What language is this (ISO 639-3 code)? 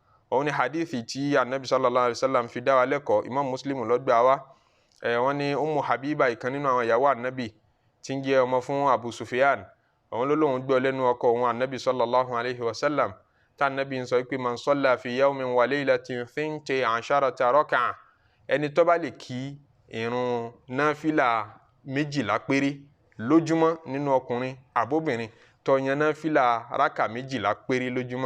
yor